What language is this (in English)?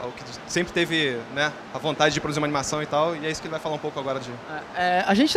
Portuguese